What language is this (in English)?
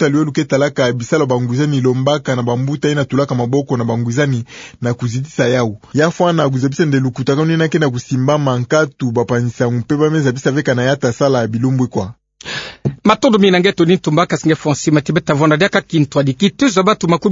Kituba (Democratic Republic of Congo)